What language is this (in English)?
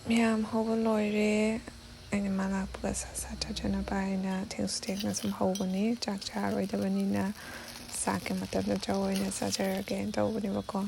Manipuri